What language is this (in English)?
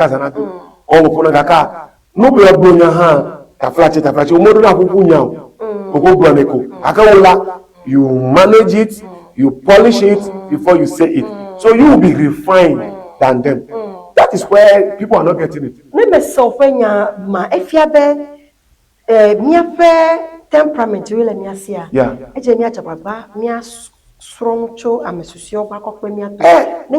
Ewe